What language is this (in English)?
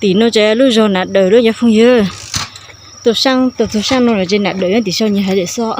Hmong